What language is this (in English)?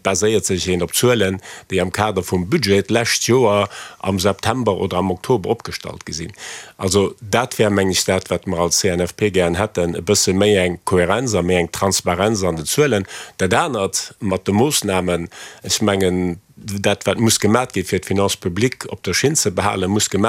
Luxembourgish